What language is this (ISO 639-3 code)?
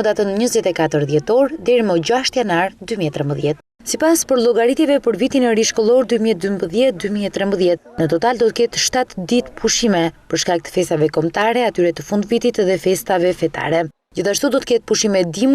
sqi